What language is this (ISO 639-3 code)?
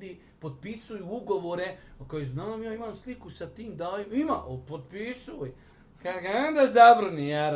bos